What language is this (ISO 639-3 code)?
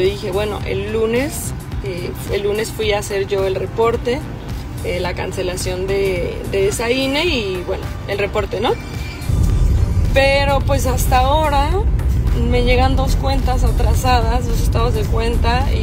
spa